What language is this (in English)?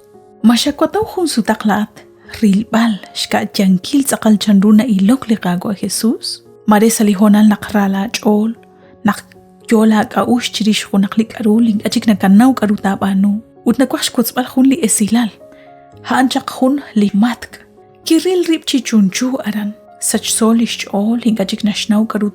Kekchí